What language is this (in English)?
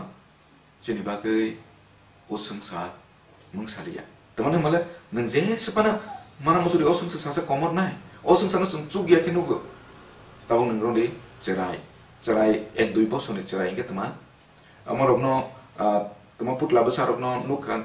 Kok Borok